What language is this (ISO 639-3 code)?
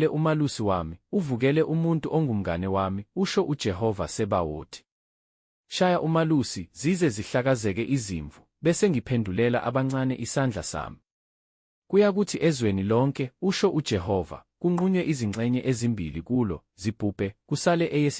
zul